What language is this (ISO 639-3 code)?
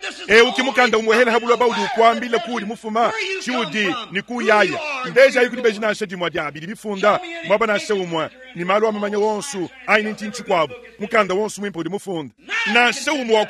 lua